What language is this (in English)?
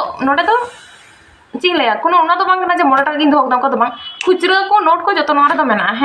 Santali